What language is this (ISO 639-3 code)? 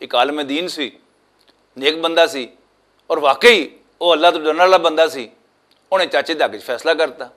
lah